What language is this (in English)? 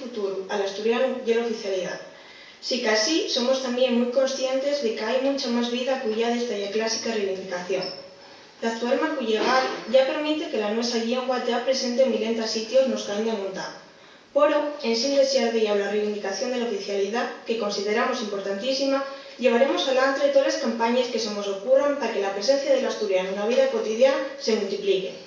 Asturian